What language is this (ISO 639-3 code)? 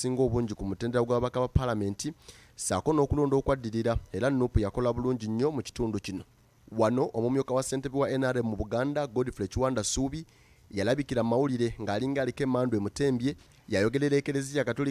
lug